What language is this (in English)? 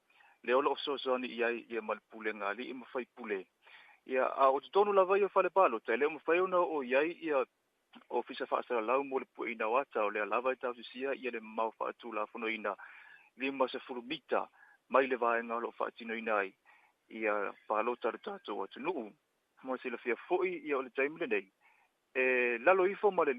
Samoan